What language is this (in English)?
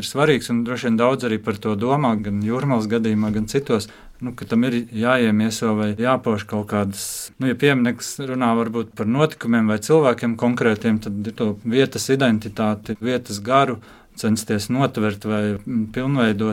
Latvian